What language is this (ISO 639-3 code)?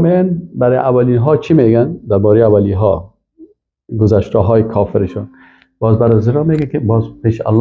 fas